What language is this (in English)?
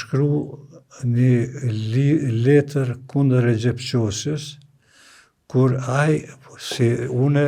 Albanian